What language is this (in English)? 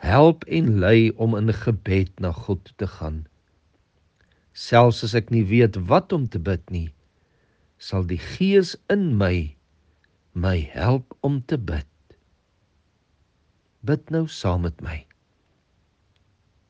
Afrikaans